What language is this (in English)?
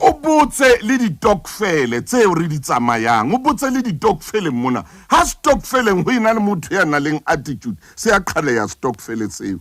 Southern Sotho